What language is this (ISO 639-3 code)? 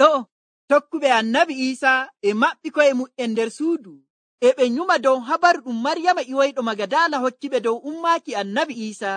fuv